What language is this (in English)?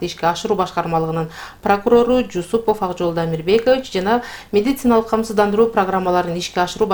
Kyrgyz